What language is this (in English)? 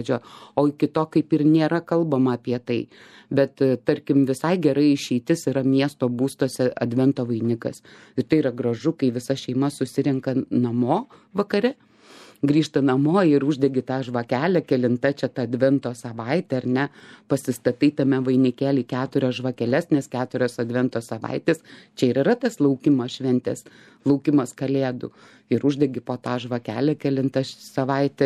Lithuanian